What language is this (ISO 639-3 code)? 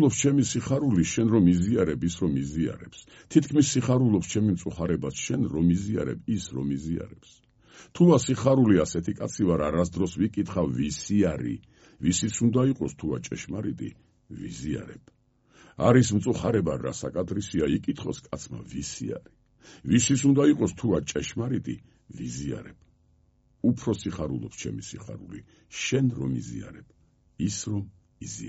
kat